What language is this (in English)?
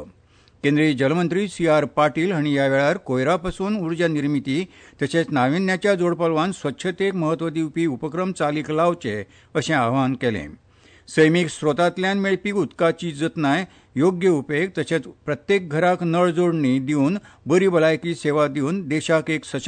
Konkani